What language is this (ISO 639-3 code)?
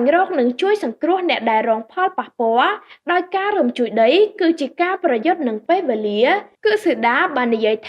khm